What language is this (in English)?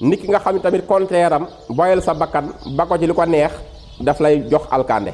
Wolof